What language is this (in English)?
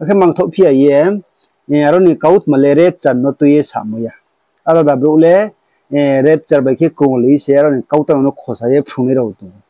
Riang (India)